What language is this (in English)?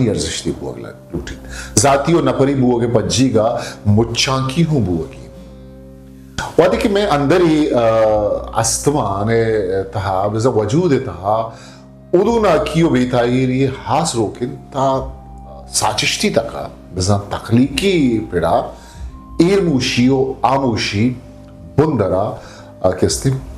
Eastern Balochi